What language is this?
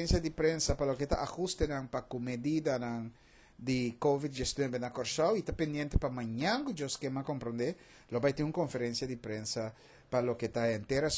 Papiamento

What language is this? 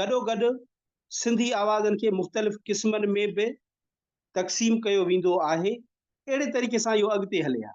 Sindhi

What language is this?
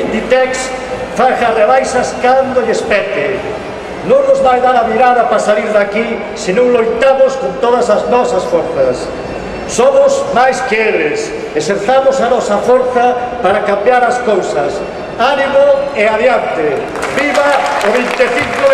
Galician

